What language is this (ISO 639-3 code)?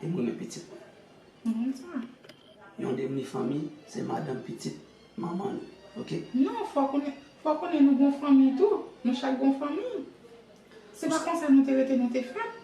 hat